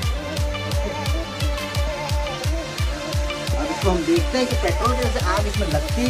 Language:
Hindi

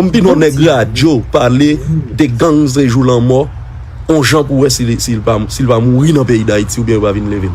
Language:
Haitian Creole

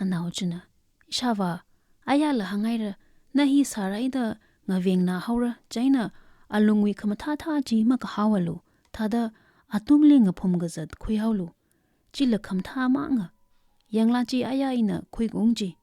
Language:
Tangkhul Naga (India)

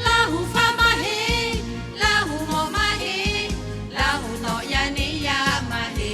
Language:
Lahu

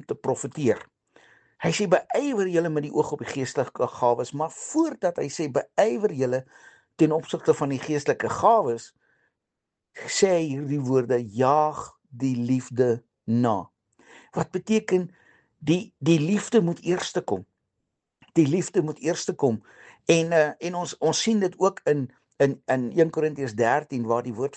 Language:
Afrikaans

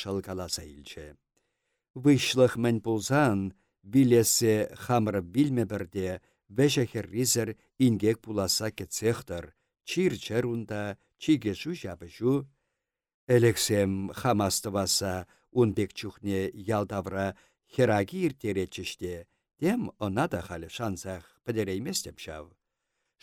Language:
Chuvash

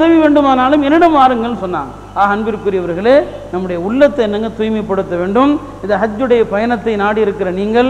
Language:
Tamil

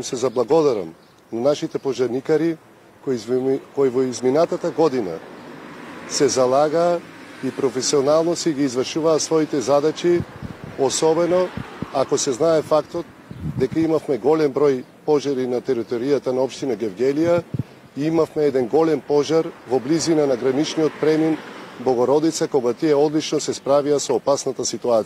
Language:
Macedonian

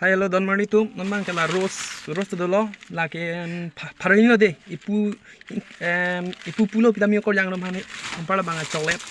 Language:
Karbi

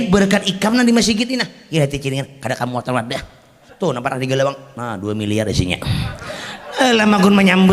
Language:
Banjar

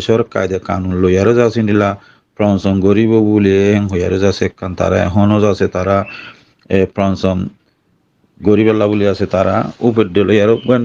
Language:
Rohingya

